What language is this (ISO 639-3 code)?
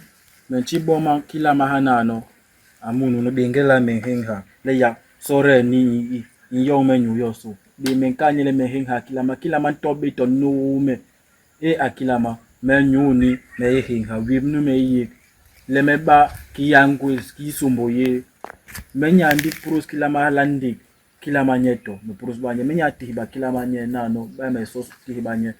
bas